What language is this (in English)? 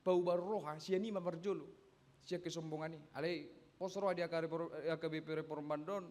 Batak Toba